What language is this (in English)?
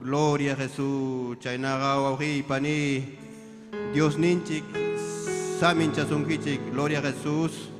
Ayacucho Quechua